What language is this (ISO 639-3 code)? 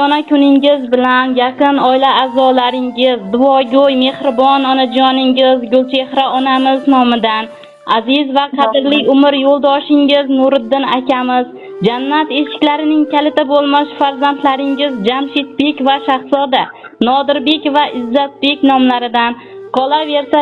uzb